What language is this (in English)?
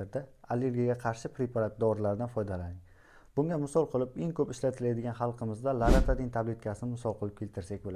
Uzbek